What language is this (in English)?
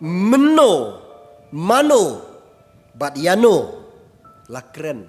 Khasi